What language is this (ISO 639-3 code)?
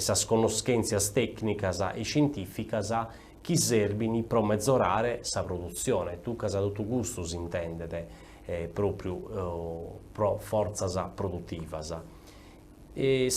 srd